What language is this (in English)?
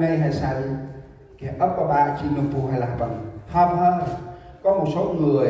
Central Mnong